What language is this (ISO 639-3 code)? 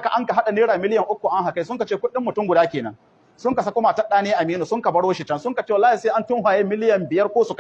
hau